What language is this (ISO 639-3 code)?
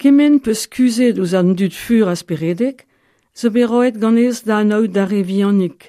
bre